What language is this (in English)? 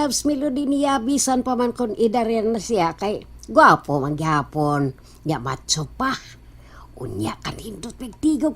Cebuano